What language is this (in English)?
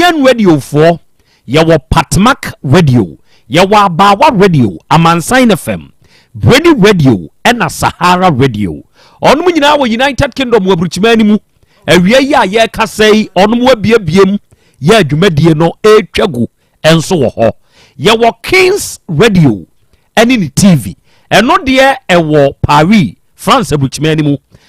Akan